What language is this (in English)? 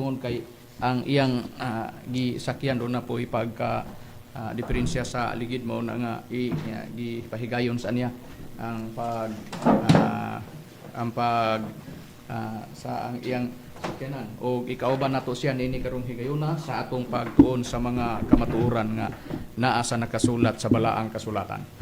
Cebuano